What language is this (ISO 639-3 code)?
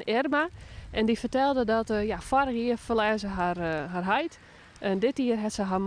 fry